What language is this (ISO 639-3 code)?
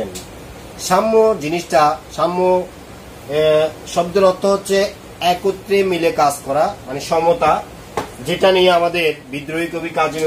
ben